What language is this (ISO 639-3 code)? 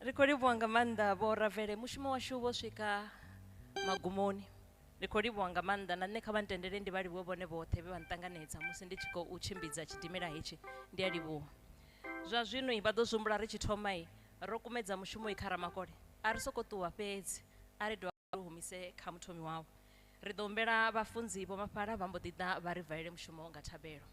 ven